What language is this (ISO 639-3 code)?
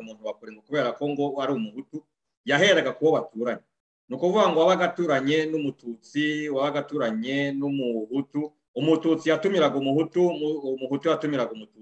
kin